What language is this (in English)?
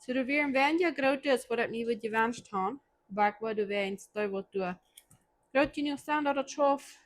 Plautdietsch